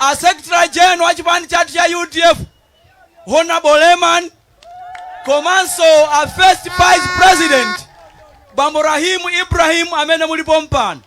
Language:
Nyanja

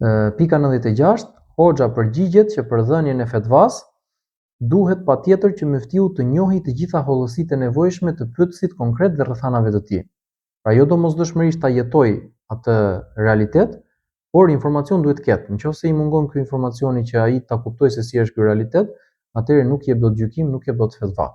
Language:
Albanian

